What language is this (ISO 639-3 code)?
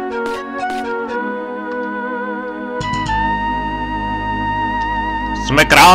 ces